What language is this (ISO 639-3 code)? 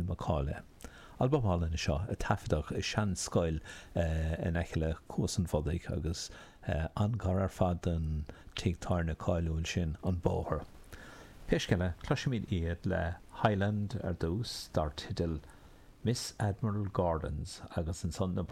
gle